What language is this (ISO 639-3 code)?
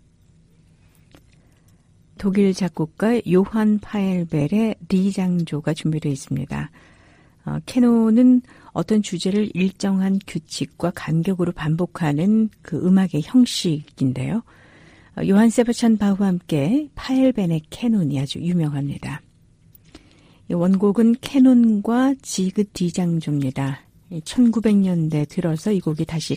kor